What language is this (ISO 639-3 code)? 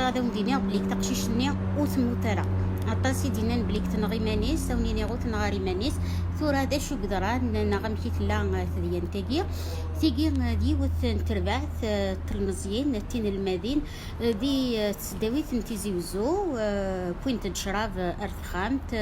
kab